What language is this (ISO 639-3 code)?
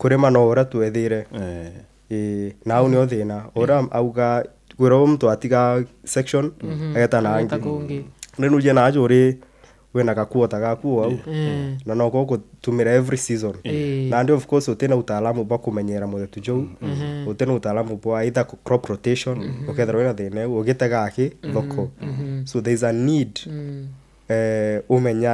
mer